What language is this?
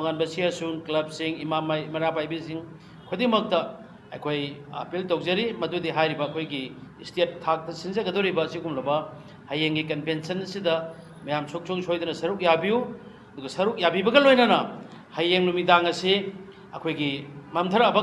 Manipuri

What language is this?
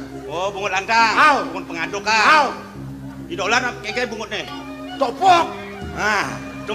Balinese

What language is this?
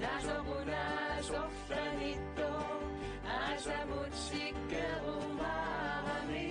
Kalaallisut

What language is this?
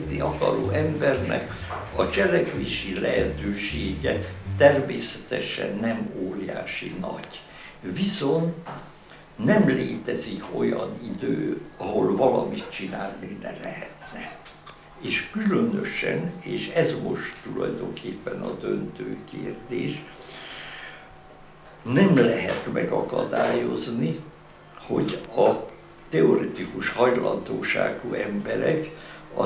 Hungarian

